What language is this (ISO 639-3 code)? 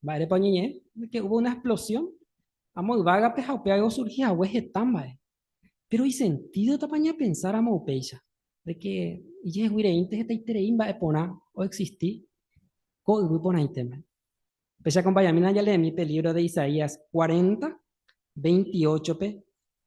grn